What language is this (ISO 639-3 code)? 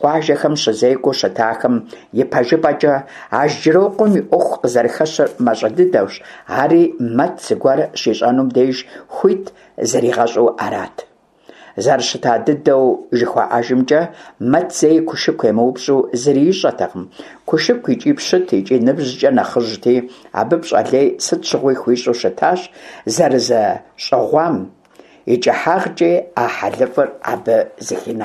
kbd